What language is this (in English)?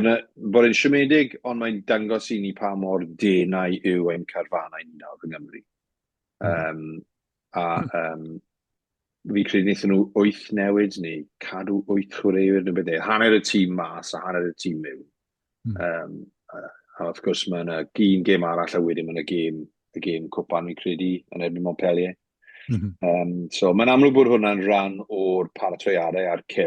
Welsh